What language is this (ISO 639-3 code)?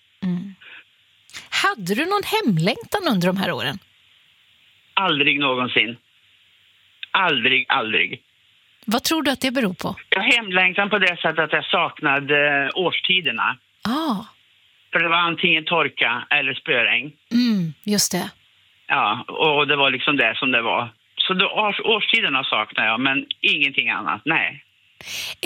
swe